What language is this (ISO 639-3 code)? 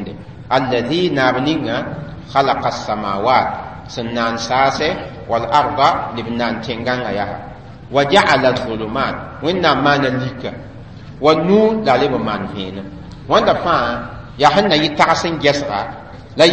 mos